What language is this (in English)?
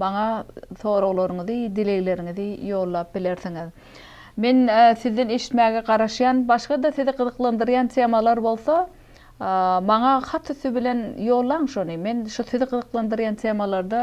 Turkmen